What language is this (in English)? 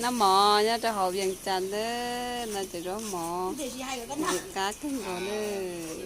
Hmong